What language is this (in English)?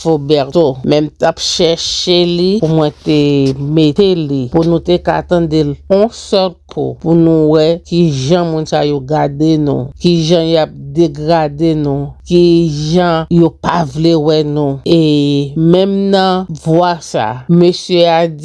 Haitian Creole